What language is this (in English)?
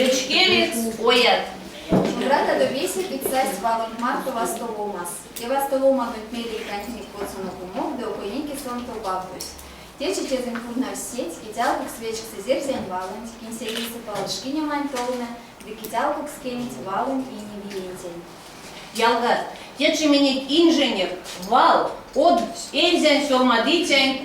Erzya